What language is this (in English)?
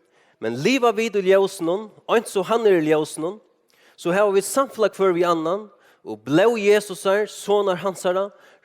Faroese